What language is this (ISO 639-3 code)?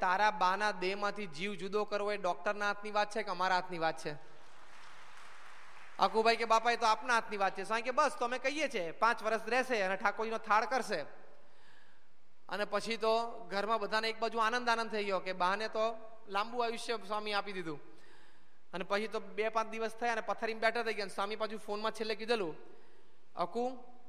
guj